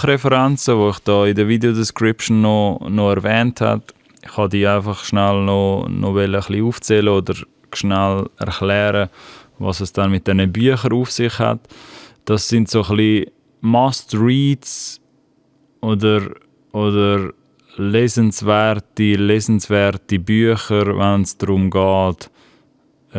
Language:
Swiss German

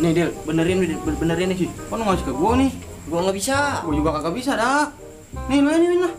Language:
Betawi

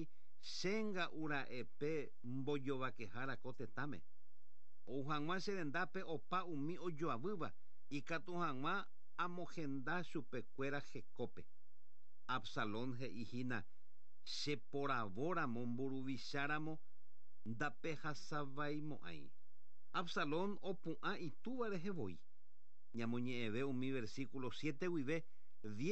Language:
Guarani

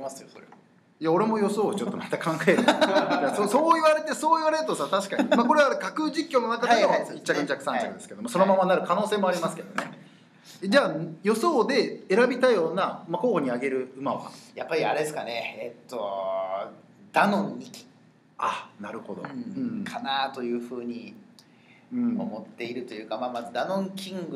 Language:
Japanese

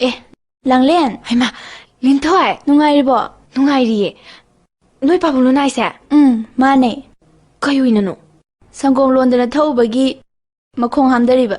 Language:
Manipuri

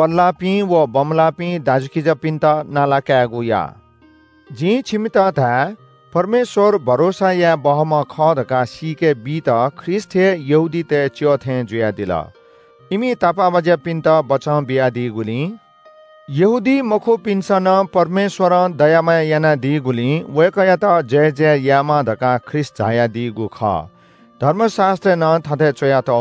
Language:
Newari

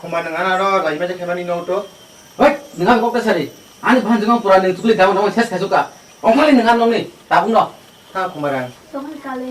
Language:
Kok Borok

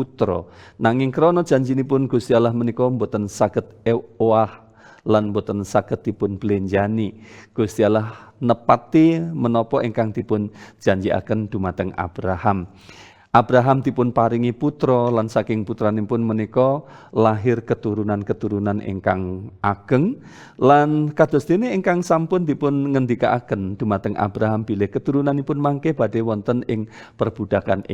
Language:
Javanese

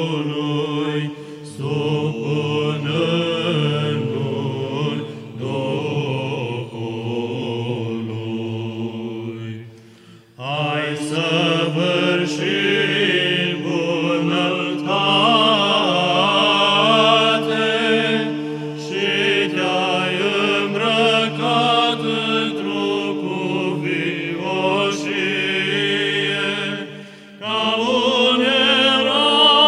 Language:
Romanian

